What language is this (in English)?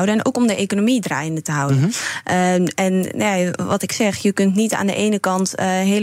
Dutch